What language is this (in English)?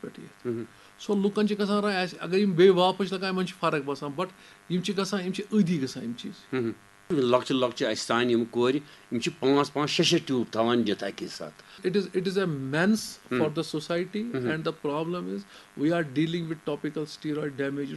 Kashmiri